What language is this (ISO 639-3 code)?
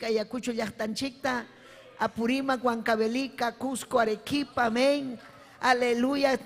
quy